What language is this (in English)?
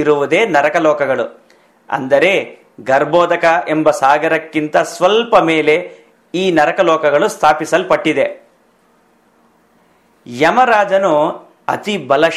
Kannada